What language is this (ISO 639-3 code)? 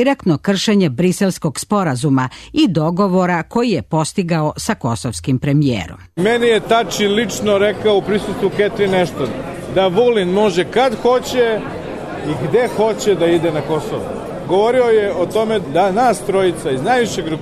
srp